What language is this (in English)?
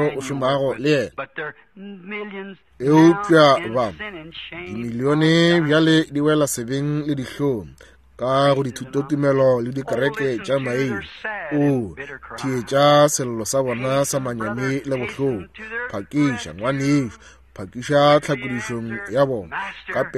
Northern Sotho